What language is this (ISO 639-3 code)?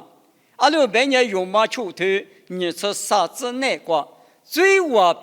lis